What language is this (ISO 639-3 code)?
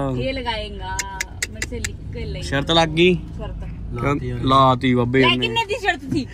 pan